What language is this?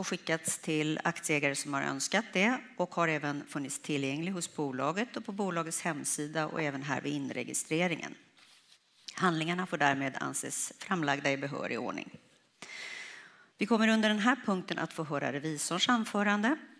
Swedish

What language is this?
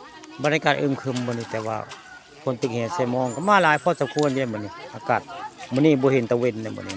Northeastern Thai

